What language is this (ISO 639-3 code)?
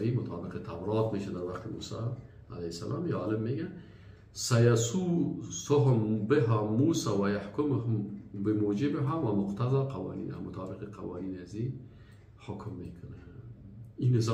fas